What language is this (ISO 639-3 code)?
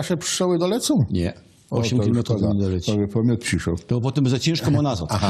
szl